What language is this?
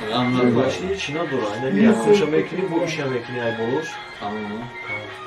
Tajik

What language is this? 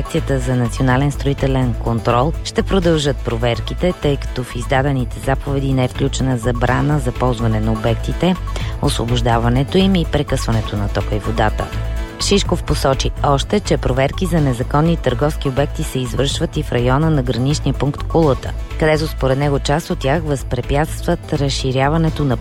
Bulgarian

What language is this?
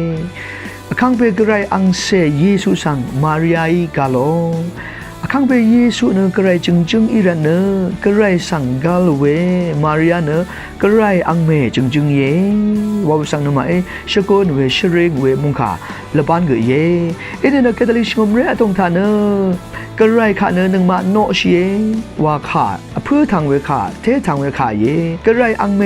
Rawang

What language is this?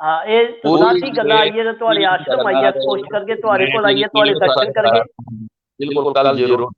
Dogri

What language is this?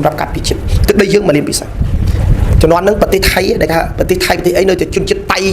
Khmer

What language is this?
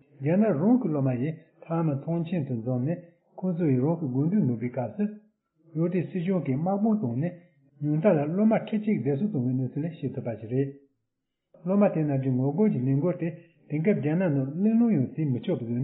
Tibetan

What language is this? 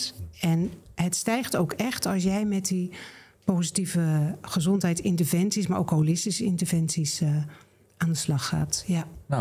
Dutch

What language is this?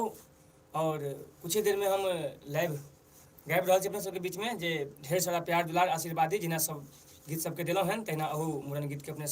Maithili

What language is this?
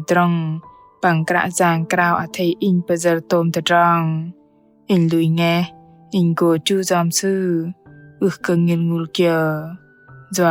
Bahnar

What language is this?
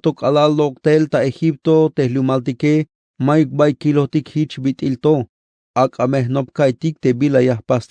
Tzeltal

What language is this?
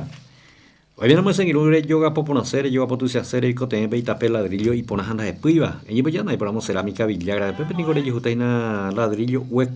Guarani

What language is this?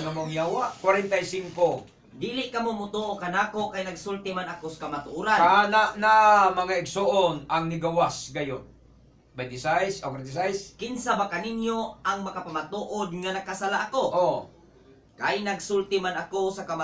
Cebuano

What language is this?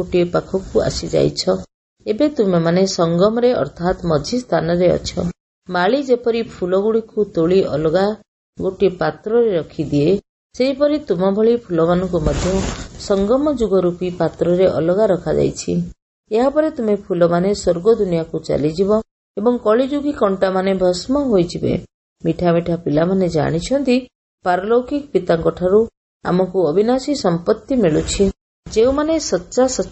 Odia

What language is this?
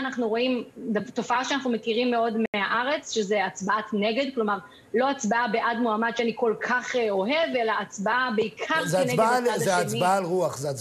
Hebrew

